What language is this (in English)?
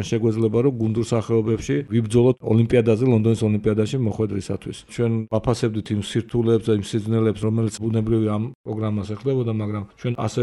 Georgian